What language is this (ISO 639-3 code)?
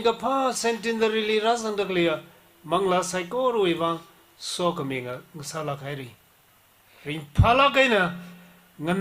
nmf